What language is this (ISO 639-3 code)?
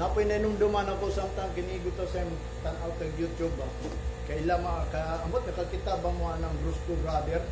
ceb